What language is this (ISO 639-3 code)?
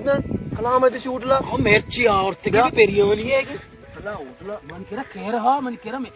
bal